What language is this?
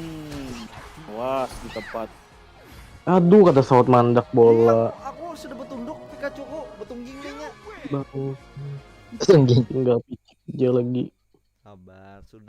Banjar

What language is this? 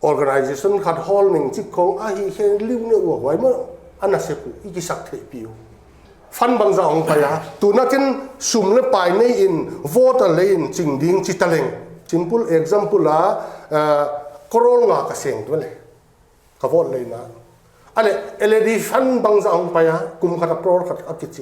Paite Chin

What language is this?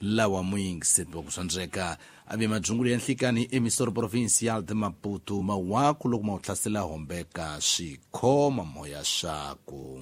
Tsonga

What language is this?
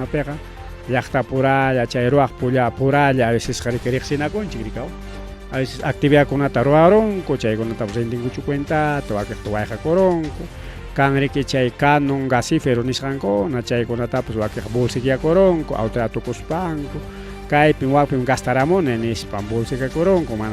Ayacucho Quechua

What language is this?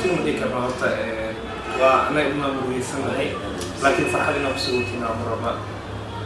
Somali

